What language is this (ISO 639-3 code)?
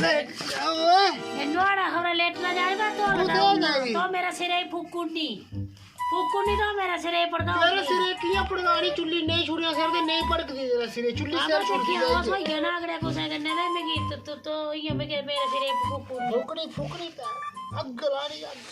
doi